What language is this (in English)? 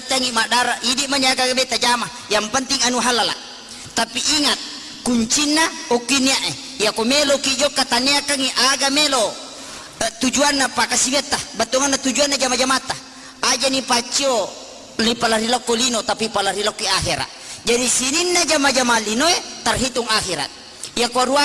Buginese